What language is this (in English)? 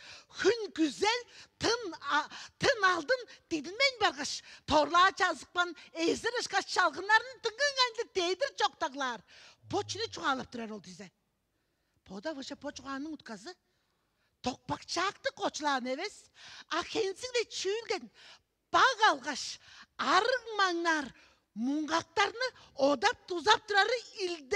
Tuvinian